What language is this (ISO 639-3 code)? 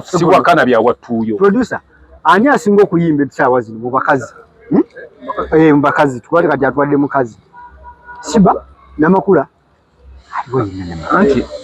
lug